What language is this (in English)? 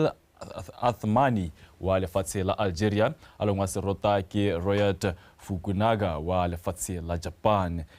Tswana